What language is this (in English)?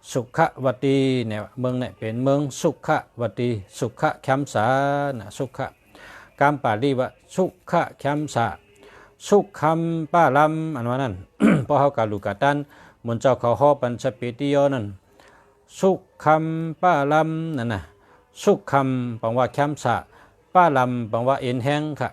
Shan